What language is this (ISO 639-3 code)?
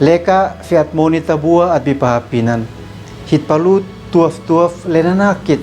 aoz